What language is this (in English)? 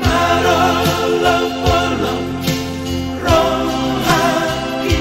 Batak Toba